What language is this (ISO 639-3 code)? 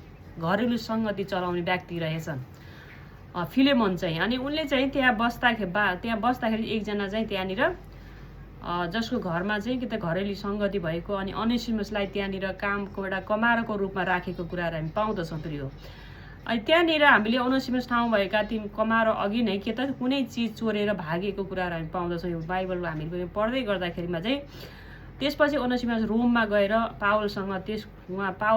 nep